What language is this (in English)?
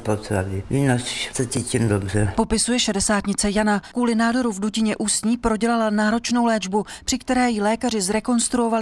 Czech